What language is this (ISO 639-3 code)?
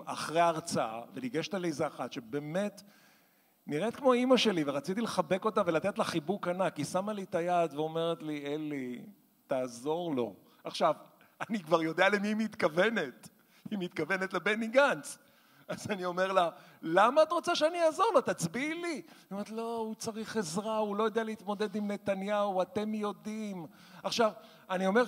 heb